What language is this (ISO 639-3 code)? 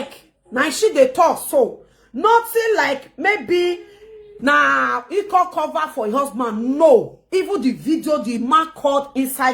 pcm